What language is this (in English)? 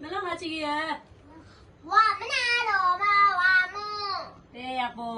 Tibetan